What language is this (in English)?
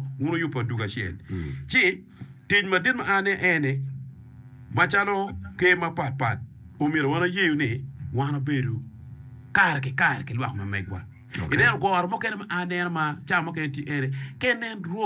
Acoli